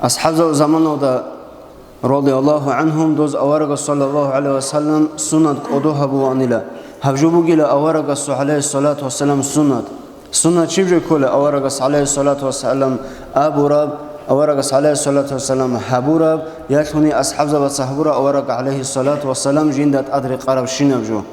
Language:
Avaric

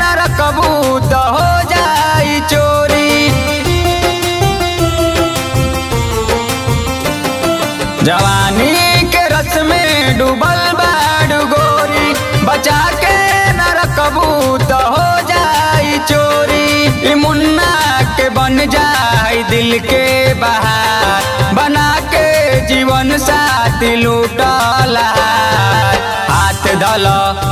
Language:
Bhojpuri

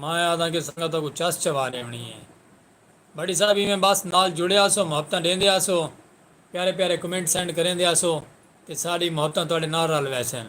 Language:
Saraiki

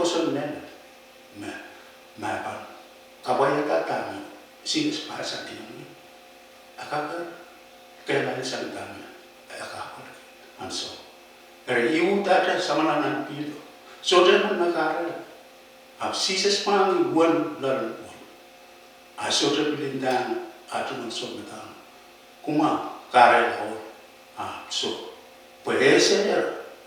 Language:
Pohnpeian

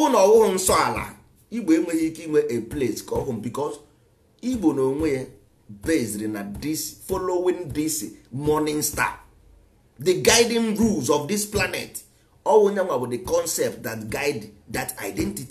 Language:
Igbo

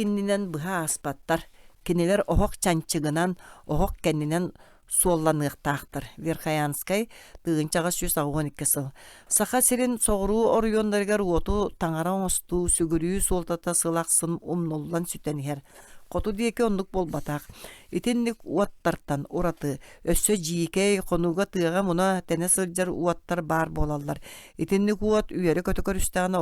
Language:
Yakut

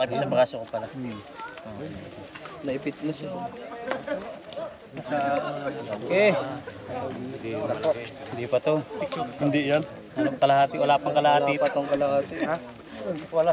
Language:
Filipino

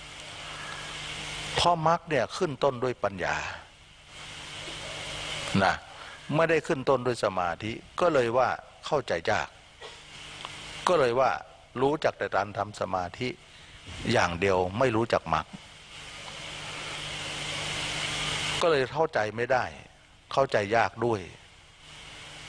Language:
Thai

